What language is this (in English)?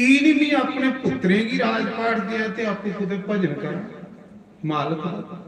Dogri